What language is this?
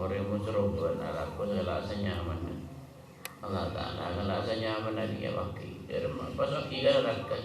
Madurese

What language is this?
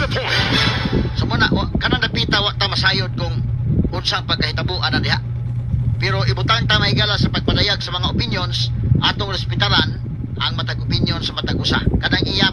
Cebuano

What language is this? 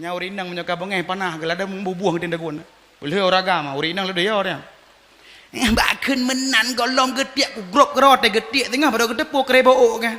Achinese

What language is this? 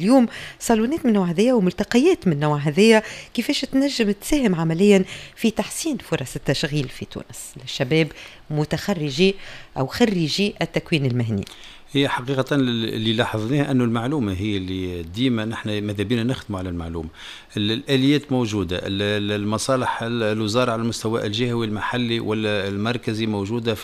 Tunisian Arabic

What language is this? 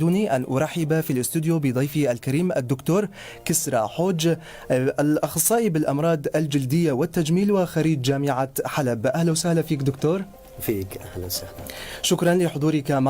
North Levantine Arabic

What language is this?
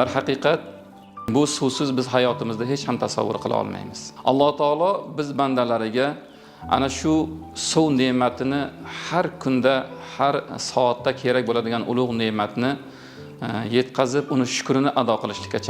Uzbek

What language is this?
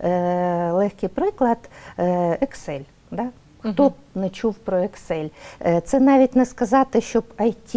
Ukrainian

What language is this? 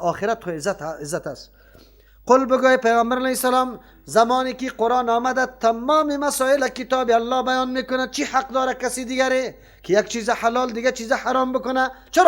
Persian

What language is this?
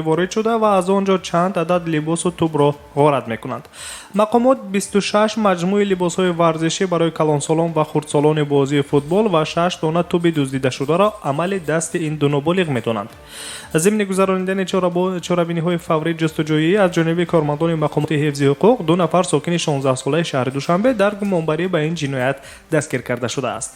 Tajik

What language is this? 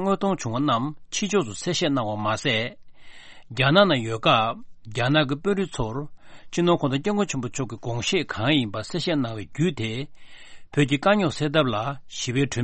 Tibetan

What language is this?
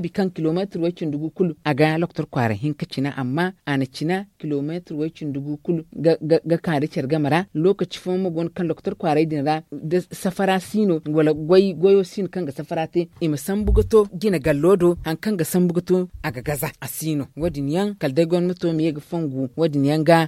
Zarma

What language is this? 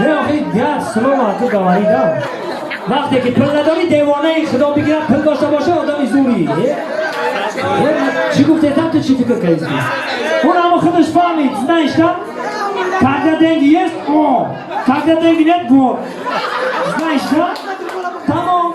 Tajik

